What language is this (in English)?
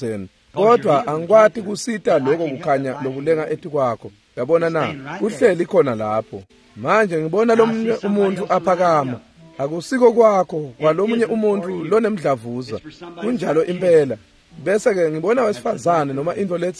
Swati